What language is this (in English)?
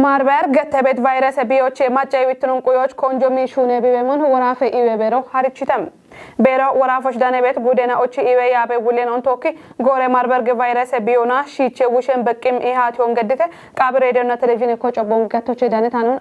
Kafa